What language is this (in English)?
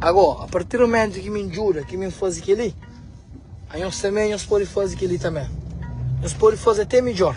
Kabuverdianu